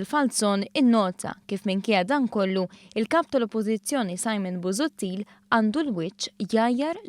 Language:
Maltese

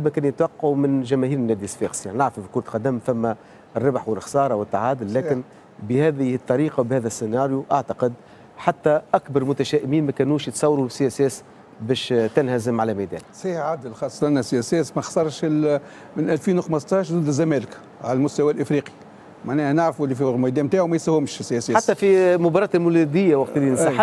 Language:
Tunisian Arabic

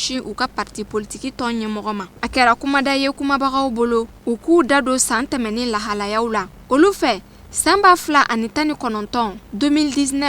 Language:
Bambara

